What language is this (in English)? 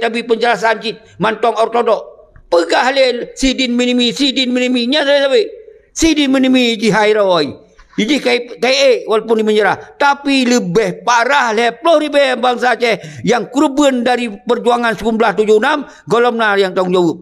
Achinese